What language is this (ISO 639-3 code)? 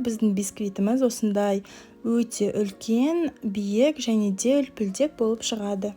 kaz